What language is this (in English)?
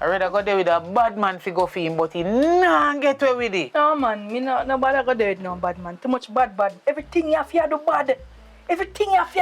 Jamaican Creole English